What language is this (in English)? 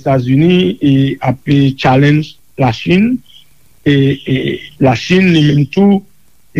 Haitian Creole